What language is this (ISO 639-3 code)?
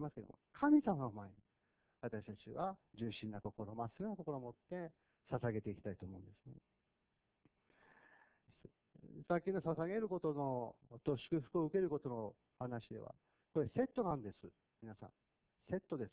jpn